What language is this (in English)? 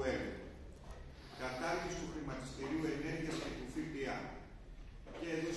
Greek